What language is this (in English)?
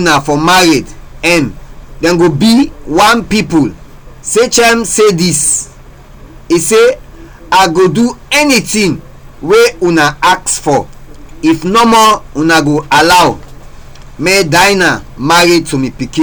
Krio